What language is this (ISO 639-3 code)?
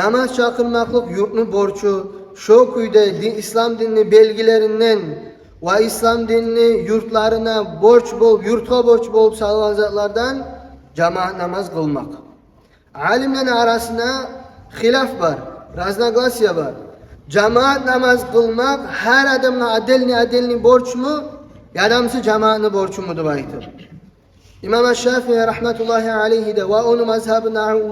kum